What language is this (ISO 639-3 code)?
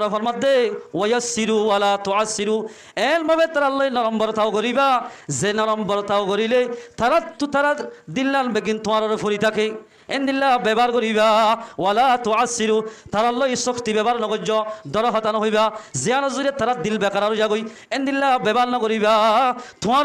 rhg